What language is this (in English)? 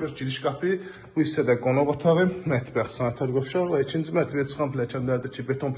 Azerbaijani